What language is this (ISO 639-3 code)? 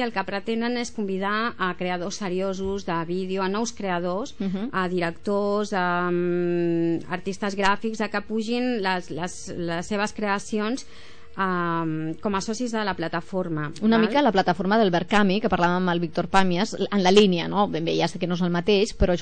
cat